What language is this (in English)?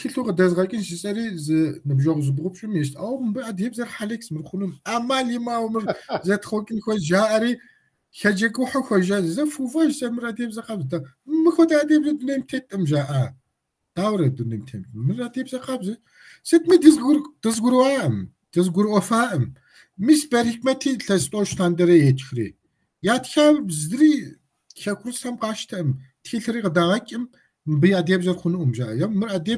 Kabardian